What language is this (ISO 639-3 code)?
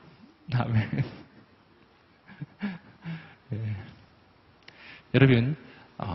kor